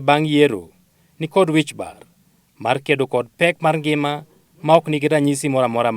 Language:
Luo (Kenya and Tanzania)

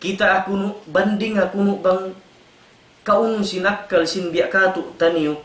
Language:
Tausug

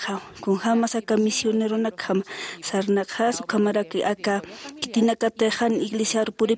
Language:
Aymara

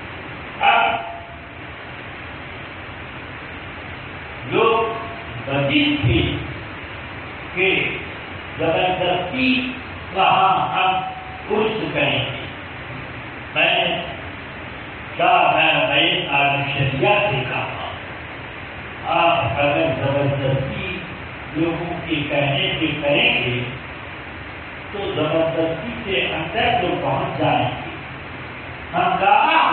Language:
Urdu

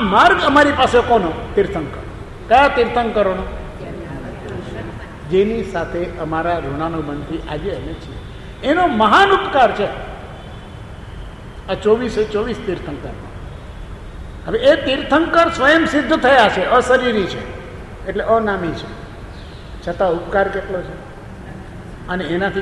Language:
Gujarati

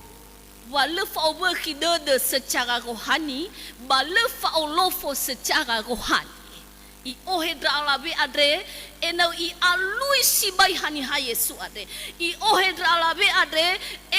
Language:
Nias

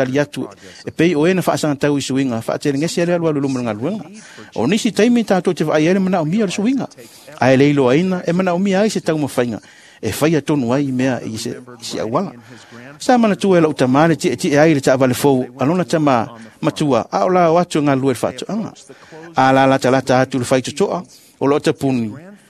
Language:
Samoan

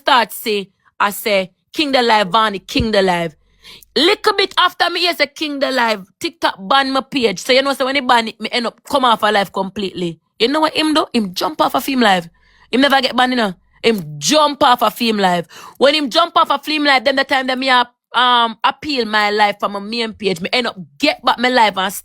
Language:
Jamaican Creole English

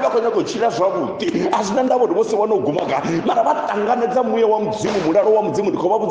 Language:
Venda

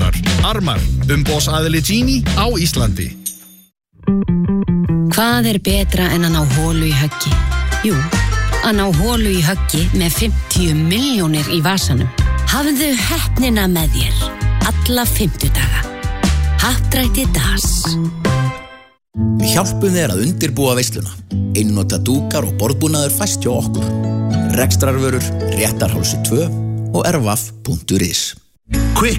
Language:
Icelandic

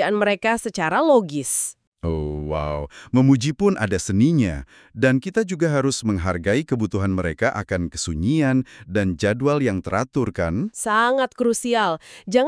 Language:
Indonesian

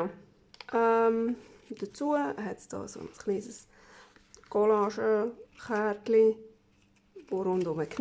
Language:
Swiss German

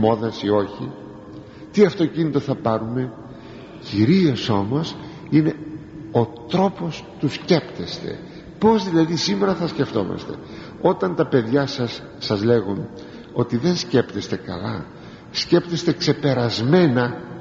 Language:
Greek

